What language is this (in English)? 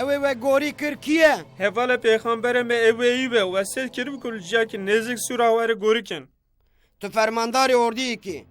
Kurdish